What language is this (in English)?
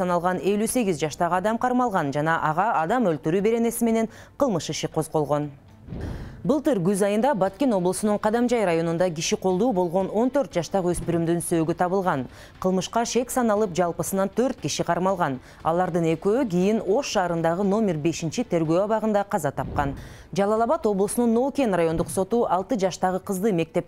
Kyrgyz